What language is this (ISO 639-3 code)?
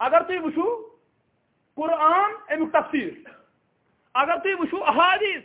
kas